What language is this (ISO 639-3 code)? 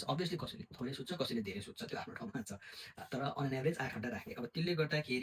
nep